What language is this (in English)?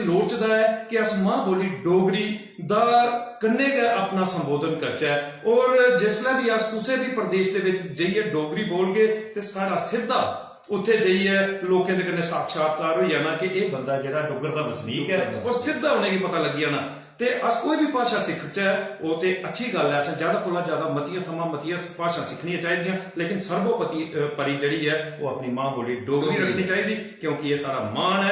Dogri